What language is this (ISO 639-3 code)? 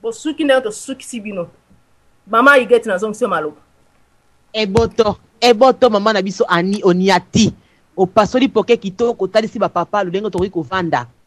lin